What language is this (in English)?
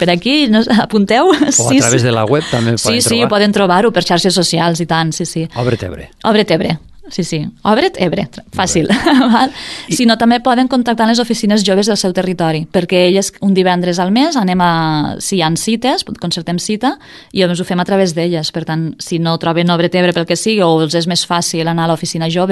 Catalan